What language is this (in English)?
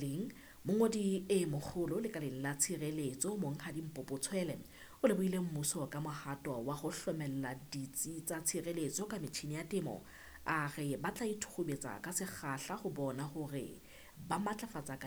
Southern Sotho